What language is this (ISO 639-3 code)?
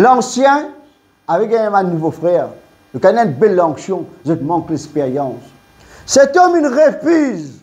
mfe